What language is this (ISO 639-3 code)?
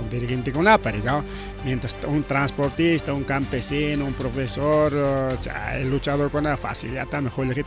quy